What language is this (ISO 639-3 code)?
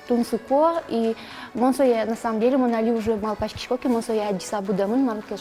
udm